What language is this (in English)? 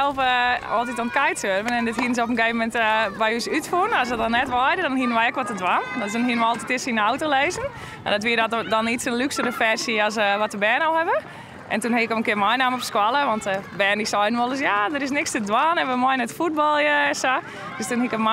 Western Frisian